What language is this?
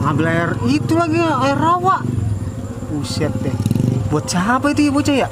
Betawi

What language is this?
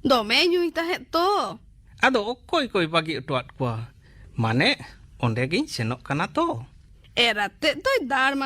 Santali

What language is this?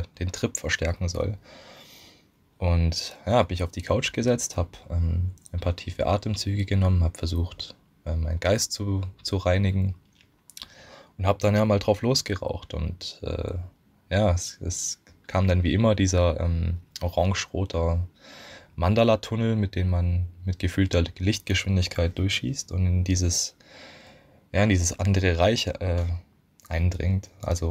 German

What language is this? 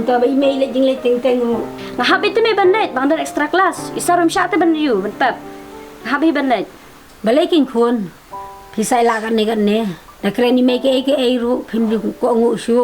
Khasi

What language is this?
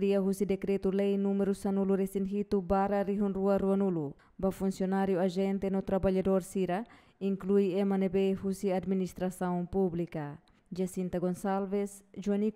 Tetum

